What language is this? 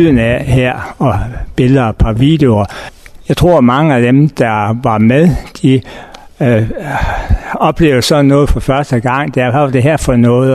Danish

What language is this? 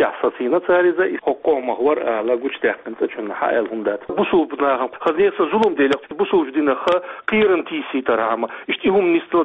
Chechen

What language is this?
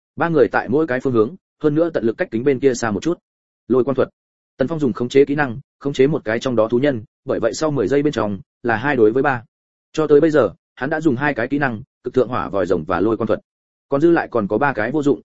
Vietnamese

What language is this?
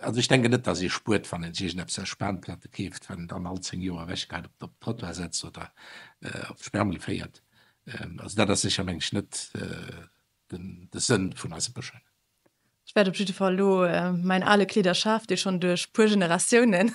Luxembourgish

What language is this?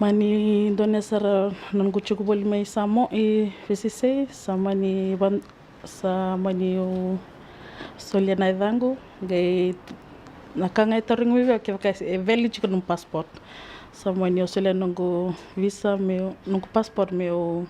Fijian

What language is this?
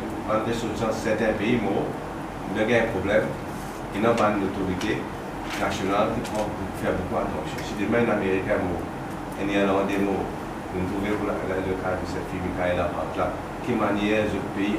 Morisyen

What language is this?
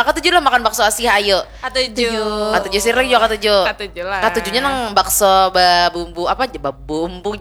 Banjar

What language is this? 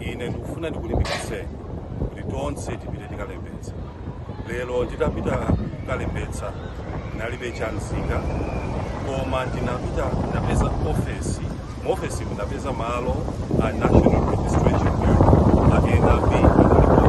Nyanja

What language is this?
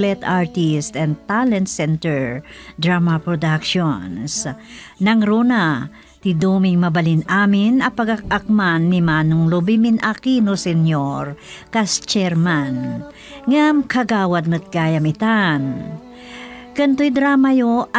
Iloko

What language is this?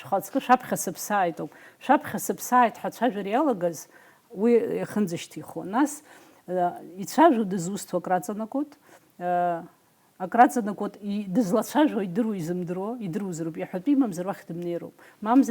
Abkhazian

